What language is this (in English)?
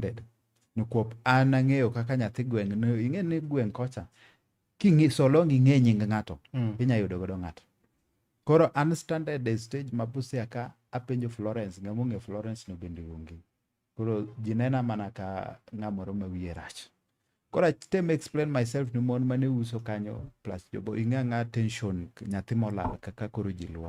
Luo (Kenya and Tanzania)